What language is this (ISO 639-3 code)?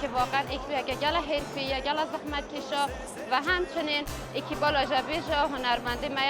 kur